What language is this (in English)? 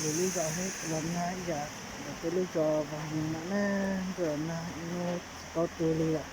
Hmong